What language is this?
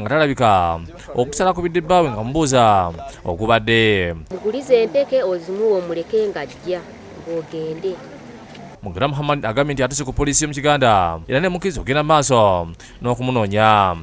Ganda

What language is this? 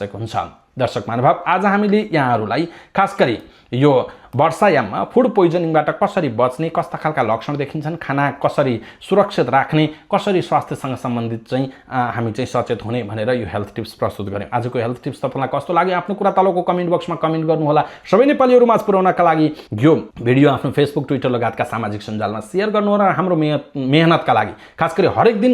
Nepali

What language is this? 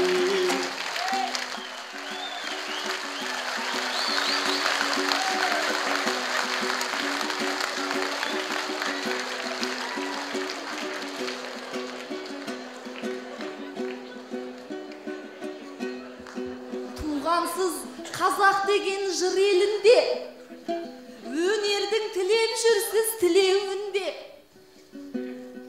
Kazakh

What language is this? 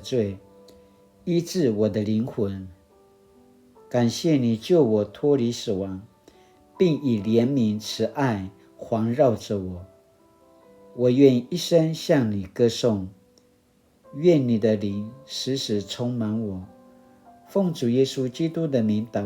Paiwan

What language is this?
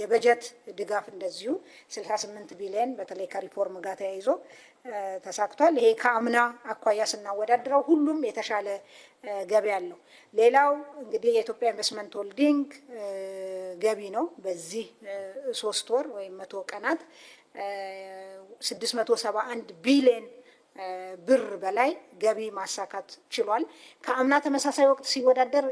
Amharic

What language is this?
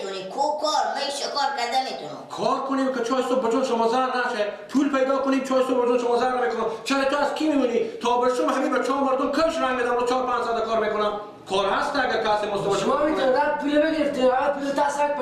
Persian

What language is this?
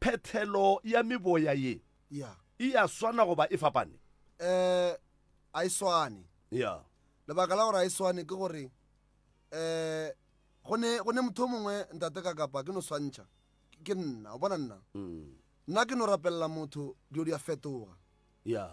Northern Sotho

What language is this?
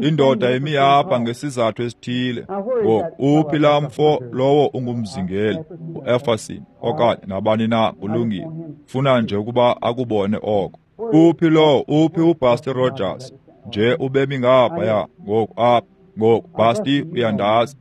Xhosa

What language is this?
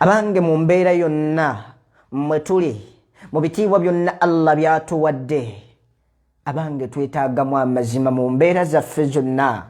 Ganda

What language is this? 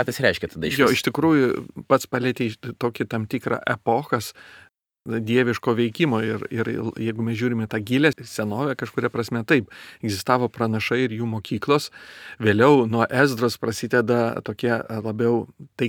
Lithuanian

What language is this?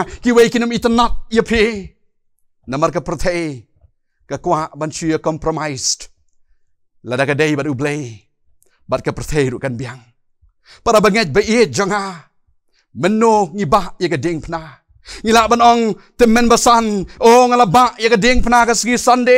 Khasi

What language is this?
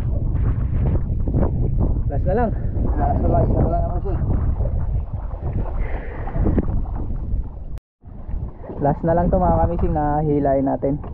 Filipino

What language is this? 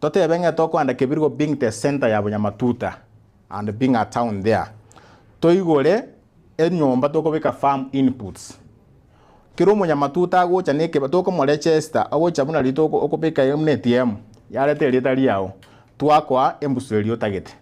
Gusii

